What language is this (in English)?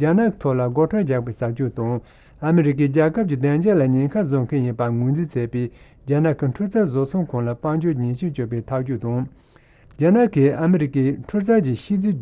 Tibetan